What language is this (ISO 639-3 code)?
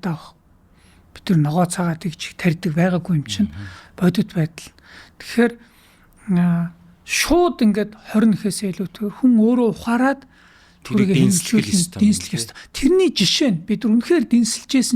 mon